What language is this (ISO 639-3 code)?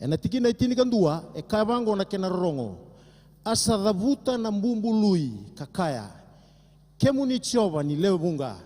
fij